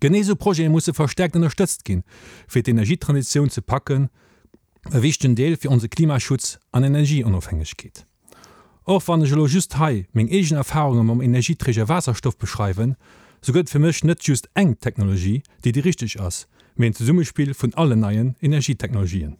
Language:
Luxembourgish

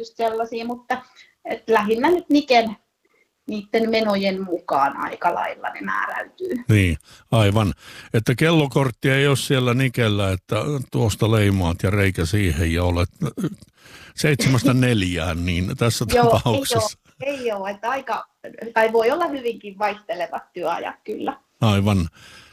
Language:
Finnish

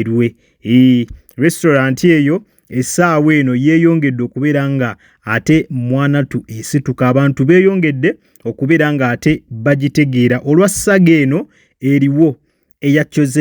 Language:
Ganda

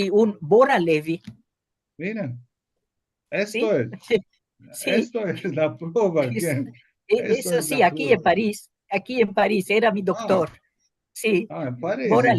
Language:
Ladino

